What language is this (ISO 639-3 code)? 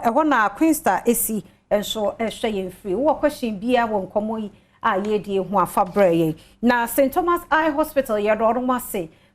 aka